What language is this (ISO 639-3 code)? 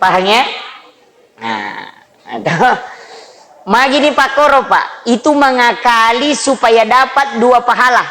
bug